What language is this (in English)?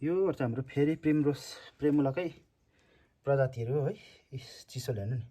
Nepali